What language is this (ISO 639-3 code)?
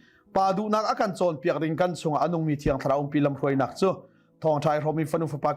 cnh